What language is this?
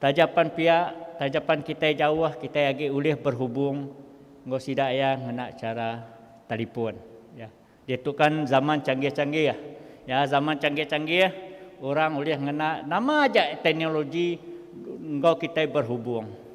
Iban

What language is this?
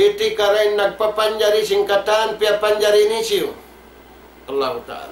Tausug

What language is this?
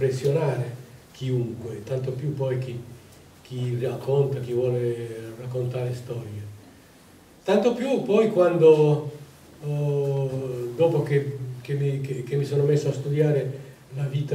Italian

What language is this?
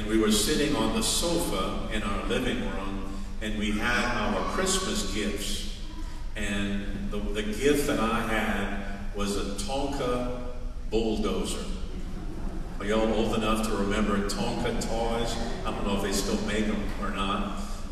English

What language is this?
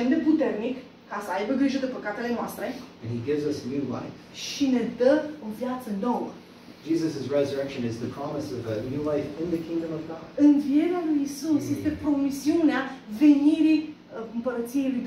Romanian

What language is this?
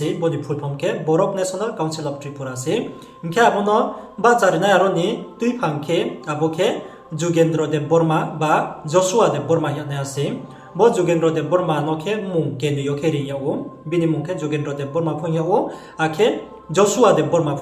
Riang (India)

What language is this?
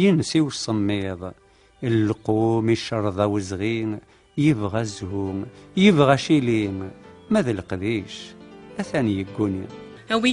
Kabyle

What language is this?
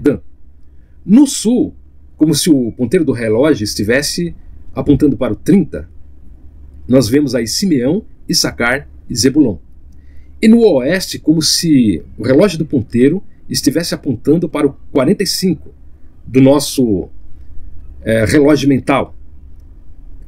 Portuguese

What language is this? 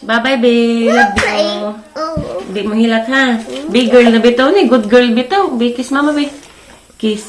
Cebuano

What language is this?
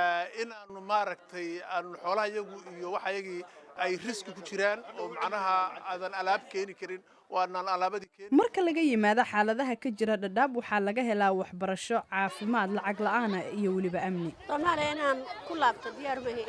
Somali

